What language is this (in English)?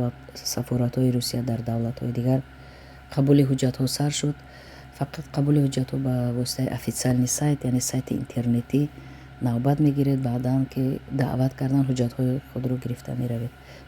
Tajik